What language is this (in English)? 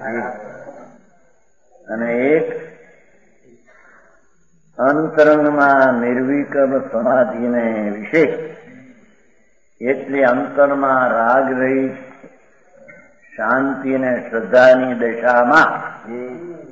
Gujarati